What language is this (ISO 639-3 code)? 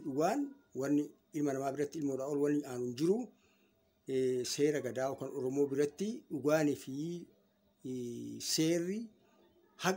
orm